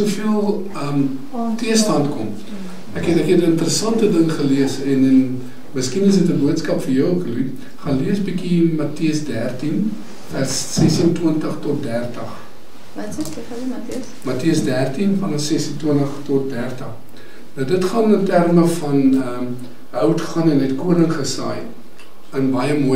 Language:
Afrikaans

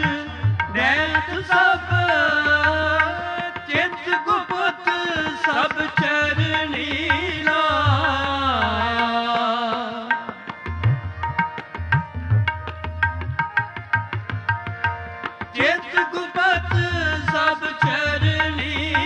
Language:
Punjabi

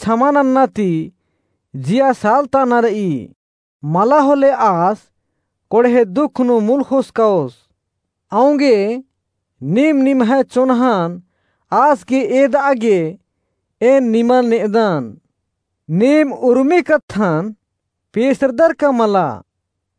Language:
Kurukh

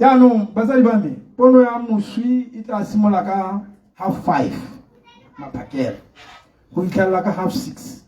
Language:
Tswana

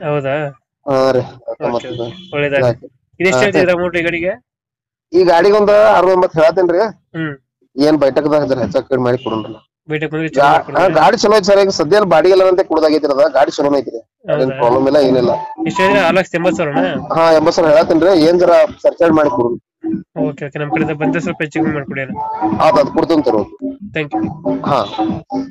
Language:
Kannada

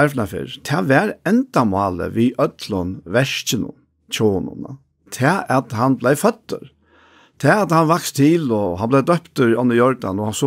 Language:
Faroese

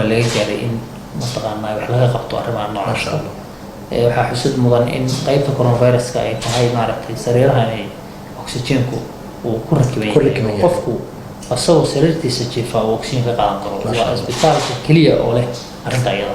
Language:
Somali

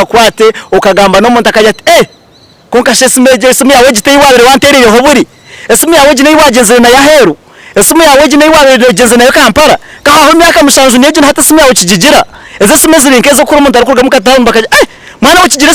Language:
Nyankole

